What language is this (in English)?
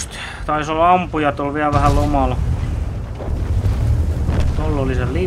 Finnish